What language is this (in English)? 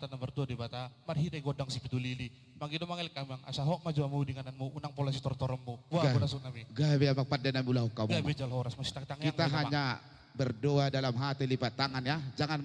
Batak Toba